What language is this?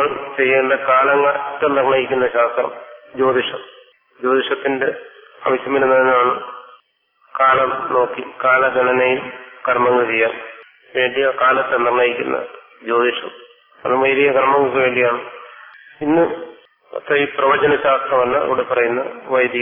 Malayalam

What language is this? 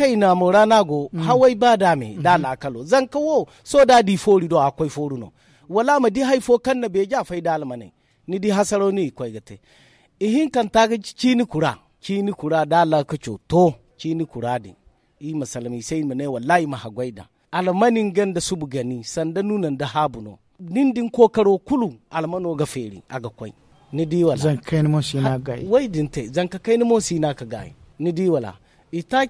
Zarma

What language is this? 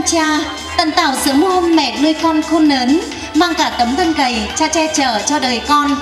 Vietnamese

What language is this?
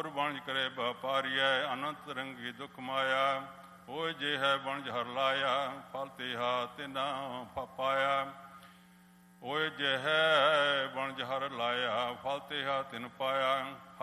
Punjabi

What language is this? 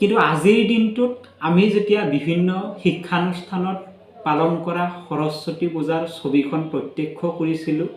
Assamese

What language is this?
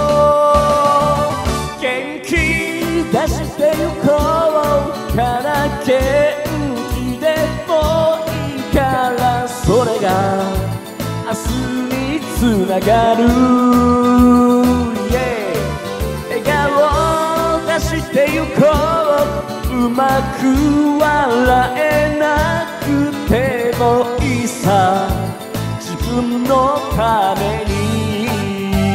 Japanese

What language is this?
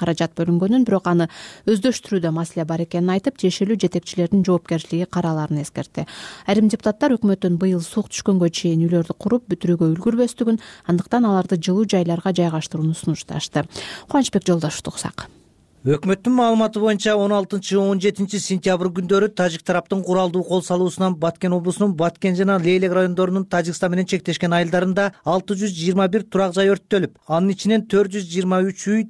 Kyrgyz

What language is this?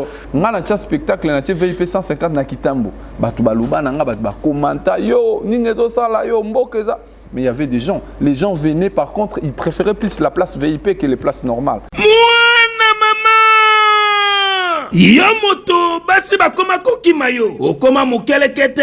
Lingala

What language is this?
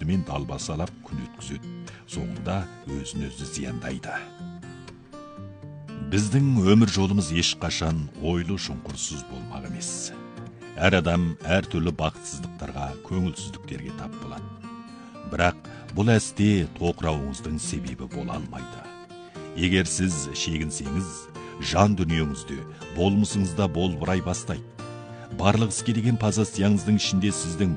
Kazakh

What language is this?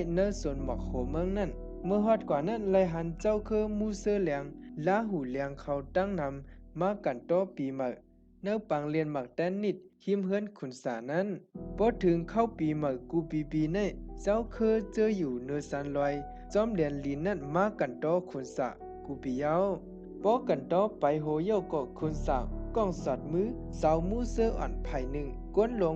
Shan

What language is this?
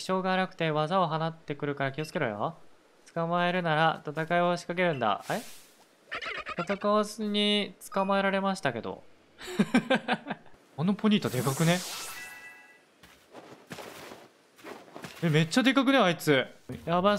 Japanese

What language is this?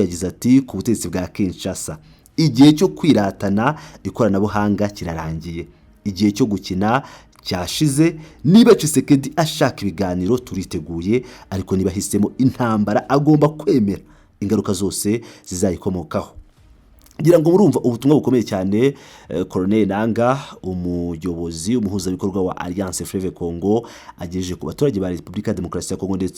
Kinyarwanda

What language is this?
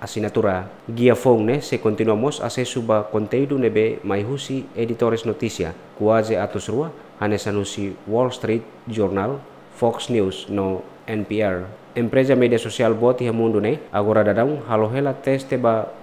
Tetum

